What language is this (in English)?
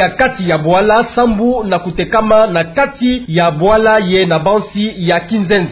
Kituba (Democratic Republic of Congo)